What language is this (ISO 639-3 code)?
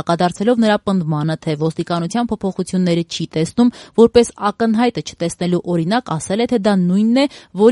hye